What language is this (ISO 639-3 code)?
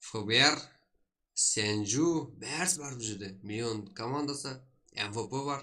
kaa